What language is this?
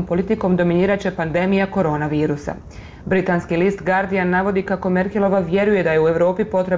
Croatian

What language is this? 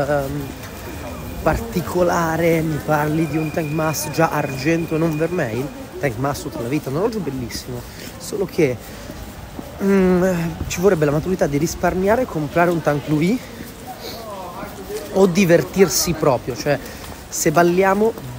Italian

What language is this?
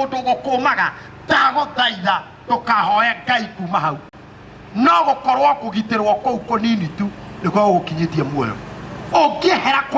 Kikuyu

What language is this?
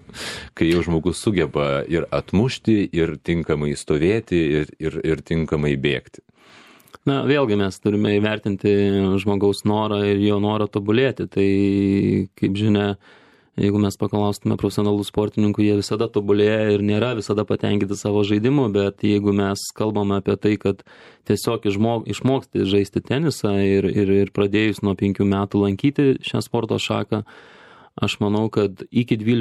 Lithuanian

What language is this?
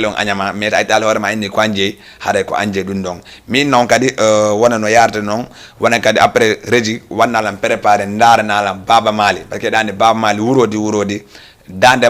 Fula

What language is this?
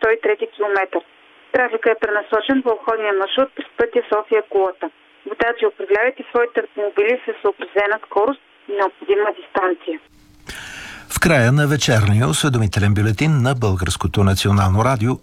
Bulgarian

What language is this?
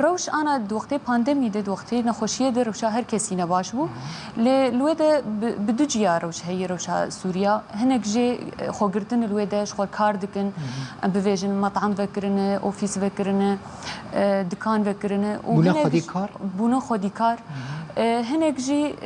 Kurdish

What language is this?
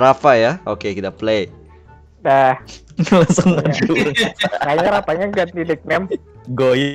Banjar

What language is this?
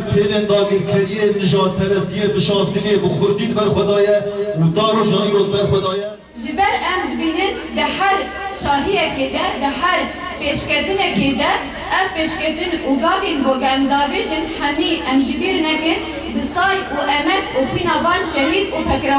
Kurdish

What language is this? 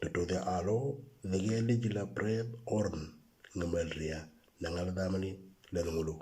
Moro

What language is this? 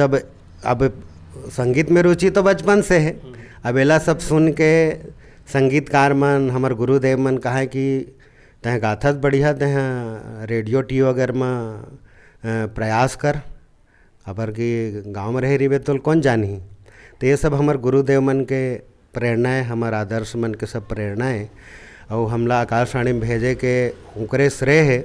Chhattisgarhi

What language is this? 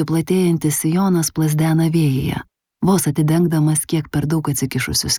Lithuanian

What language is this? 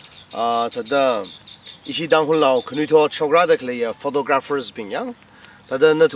Tangkhul Naga (India)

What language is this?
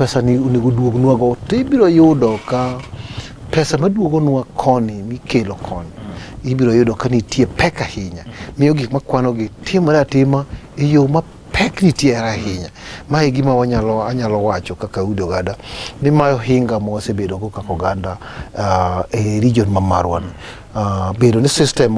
Luo (Kenya and Tanzania)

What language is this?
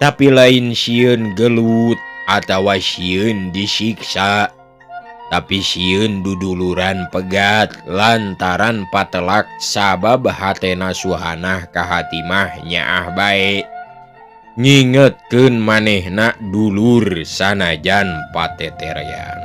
Sundanese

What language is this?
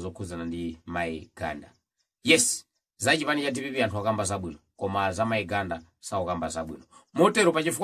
Nyanja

